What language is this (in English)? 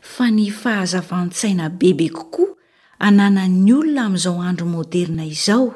Malagasy